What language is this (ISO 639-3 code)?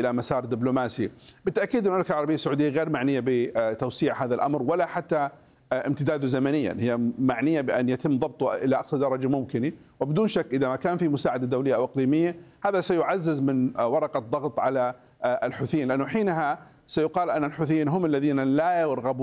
ara